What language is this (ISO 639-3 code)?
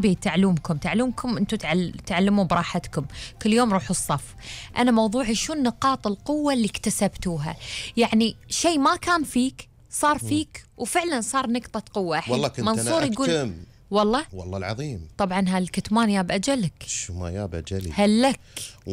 afb